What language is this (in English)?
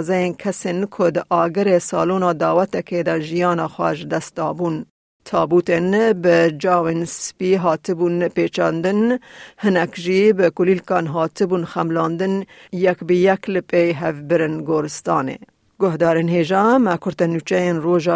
Kurdish